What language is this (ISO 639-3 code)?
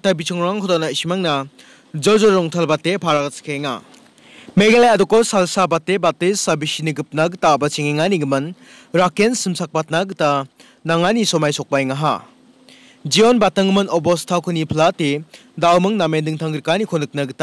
grt